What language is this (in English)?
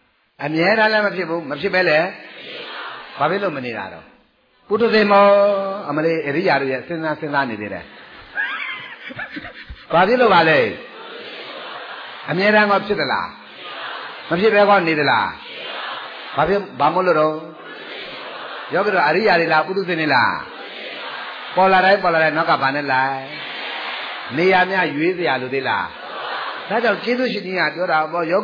Burmese